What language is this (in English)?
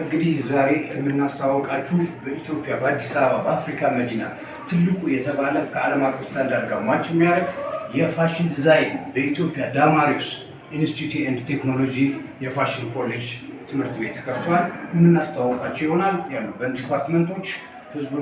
Amharic